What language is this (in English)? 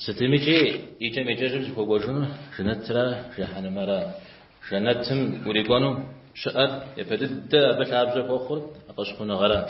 Kabardian